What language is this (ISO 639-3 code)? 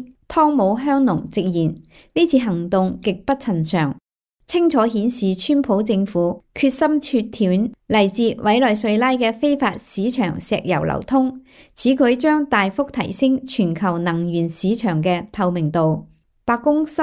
yue